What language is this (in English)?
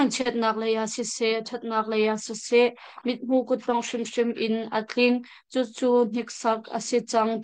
Hakha Chin